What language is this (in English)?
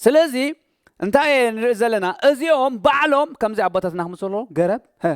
Tigrinya